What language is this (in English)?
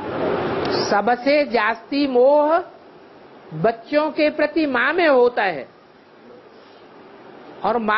Hindi